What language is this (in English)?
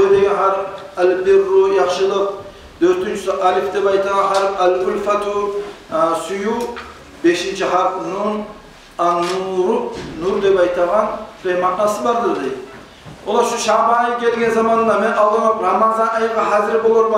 Kumyk